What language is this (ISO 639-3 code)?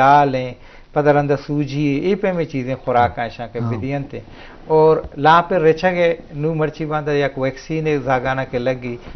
bal